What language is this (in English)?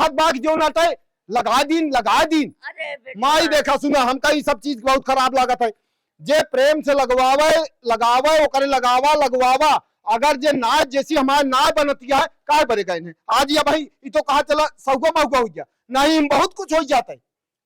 Awadhi